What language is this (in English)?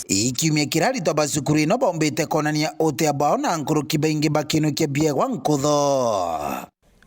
Meru